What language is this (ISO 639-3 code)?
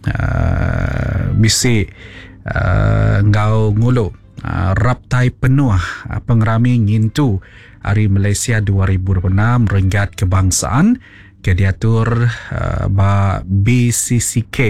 iba